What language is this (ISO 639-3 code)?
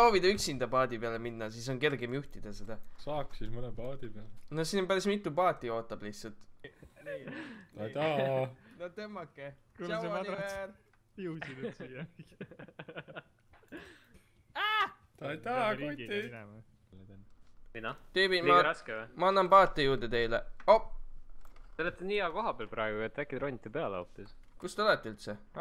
est